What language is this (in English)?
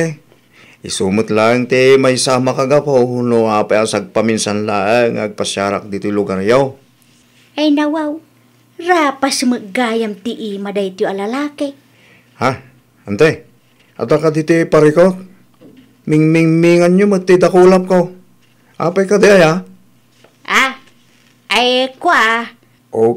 Iloko